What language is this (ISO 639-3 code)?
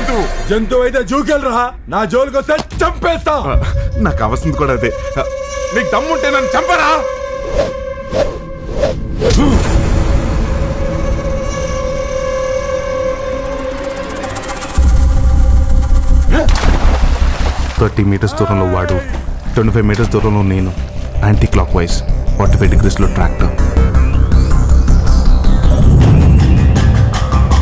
tel